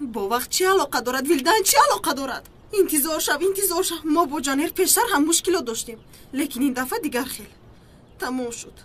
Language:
Tajik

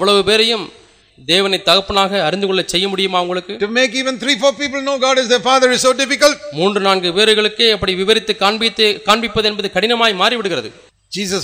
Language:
Tamil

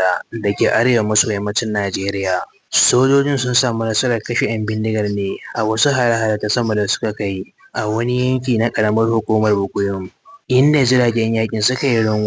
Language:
Hausa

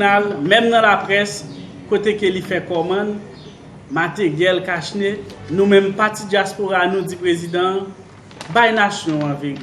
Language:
Haitian Creole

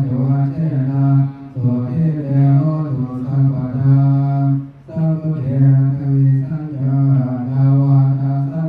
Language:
Pali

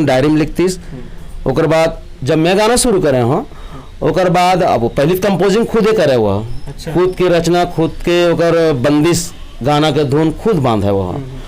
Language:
Chhattisgarhi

